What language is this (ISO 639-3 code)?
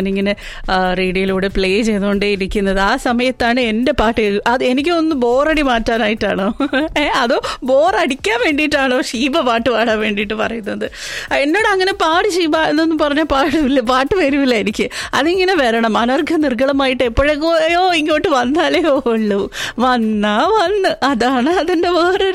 mal